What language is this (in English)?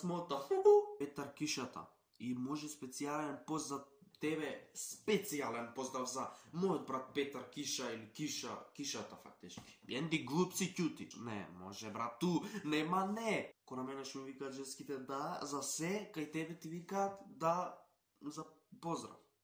Macedonian